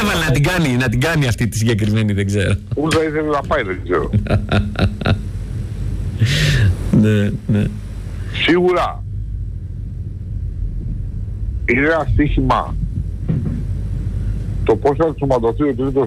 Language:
Greek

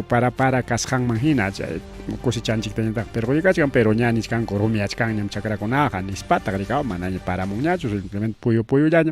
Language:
Ayacucho Quechua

